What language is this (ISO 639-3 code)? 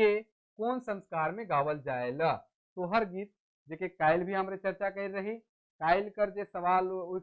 sck